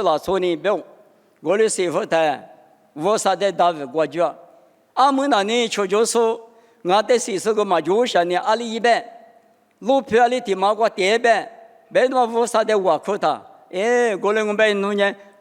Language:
Lisu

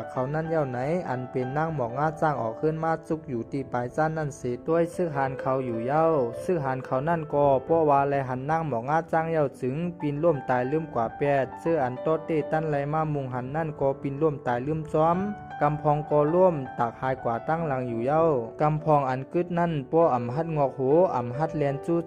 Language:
Shan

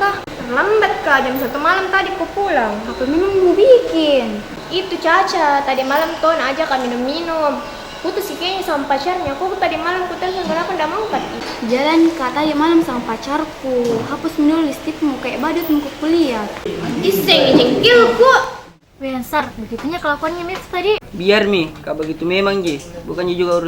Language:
Makassar Malay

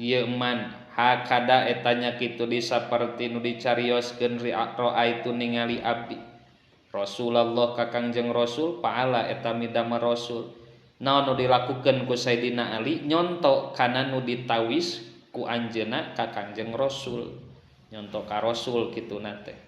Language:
Sundanese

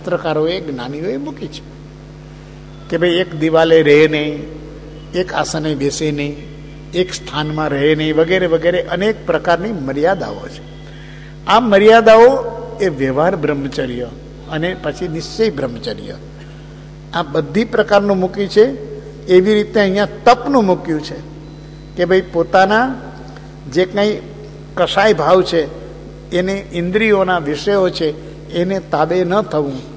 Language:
Gujarati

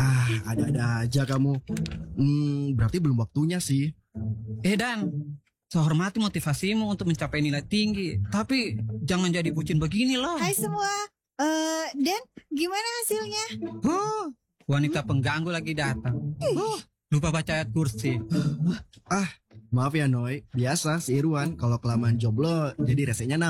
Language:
Indonesian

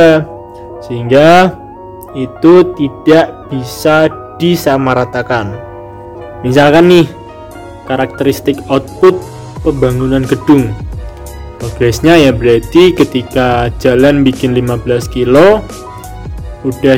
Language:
Indonesian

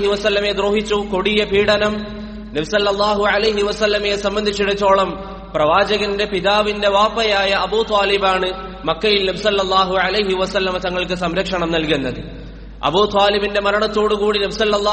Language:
Malayalam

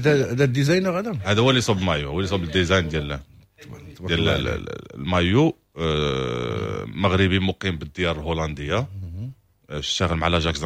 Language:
Moroccan Arabic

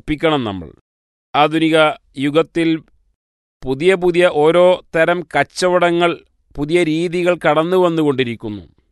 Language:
Malayalam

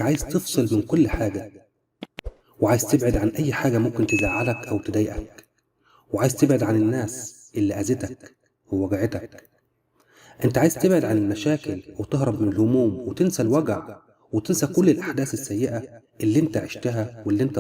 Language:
Egyptian Arabic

